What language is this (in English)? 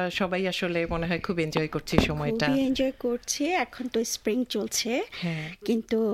Bangla